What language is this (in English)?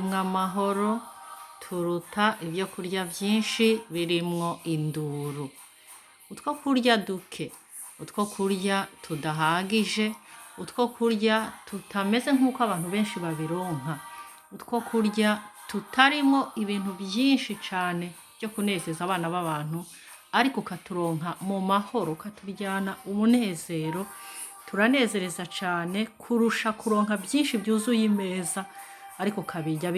Rundi